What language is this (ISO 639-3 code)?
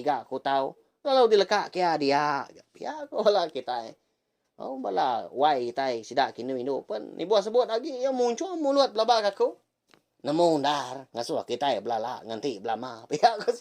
iba